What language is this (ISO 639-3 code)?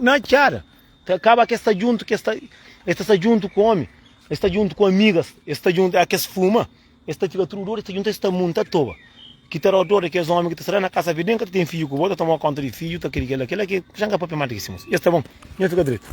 kea